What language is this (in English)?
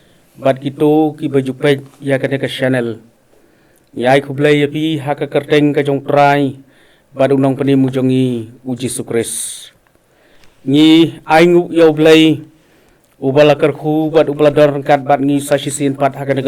Khasi